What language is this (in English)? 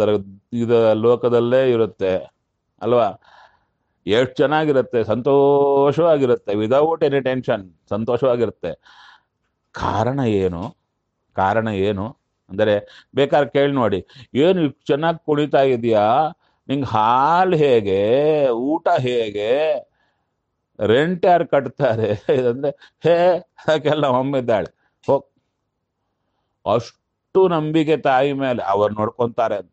Kannada